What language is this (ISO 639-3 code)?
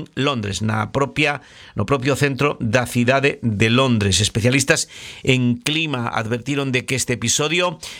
glg